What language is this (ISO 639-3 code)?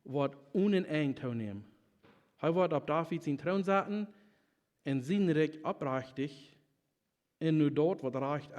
pdt